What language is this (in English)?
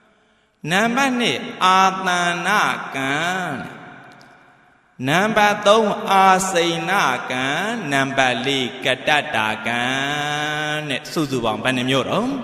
Burmese